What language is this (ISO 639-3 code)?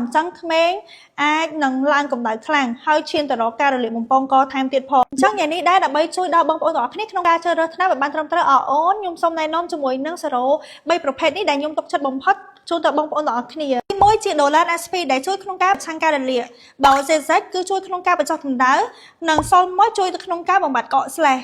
khm